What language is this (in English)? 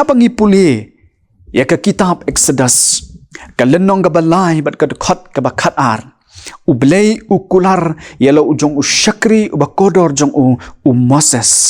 Khasi